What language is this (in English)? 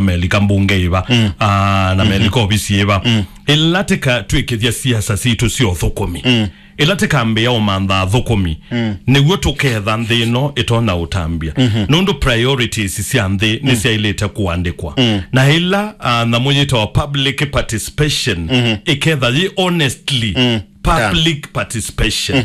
Kamba